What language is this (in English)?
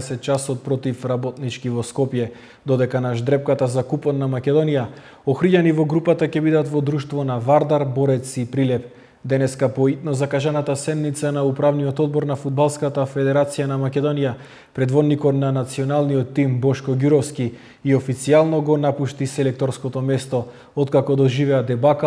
Macedonian